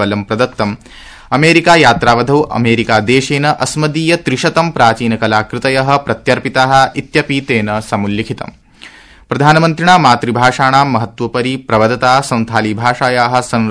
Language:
Sanskrit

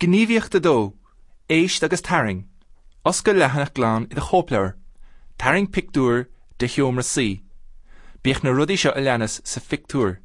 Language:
Irish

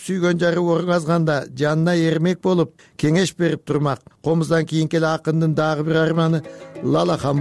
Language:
Kyrgyz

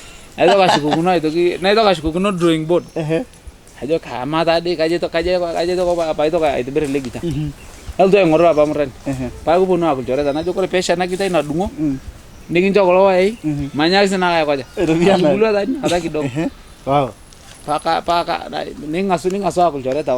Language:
Masai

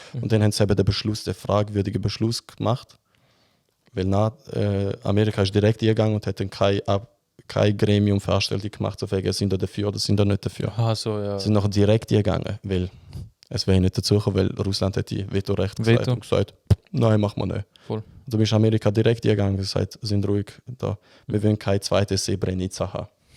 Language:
Swiss German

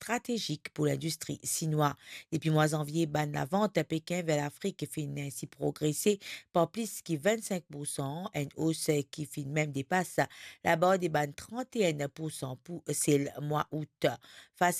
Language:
Morisyen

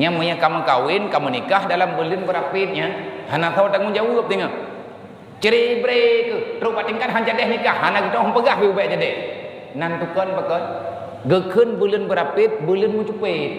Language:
Achinese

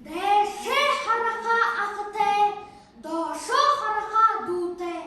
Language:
Buriat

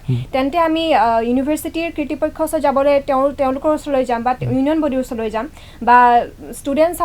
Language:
Assamese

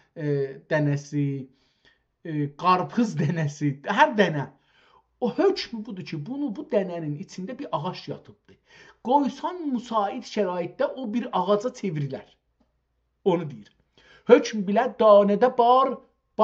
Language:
South Azerbaijani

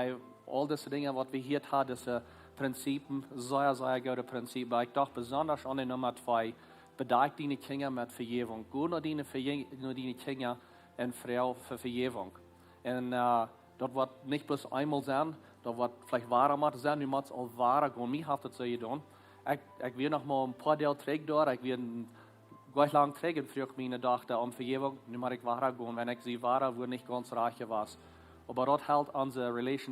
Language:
Plautdietsch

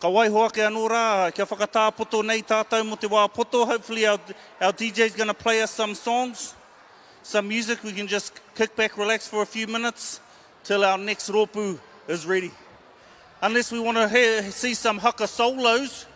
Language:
Māori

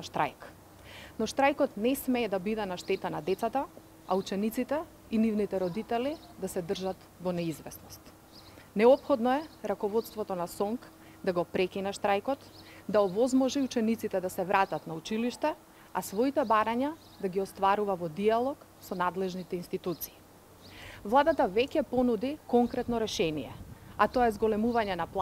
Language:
Macedonian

